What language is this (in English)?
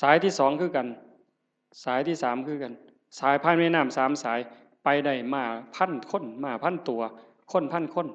Northeastern Thai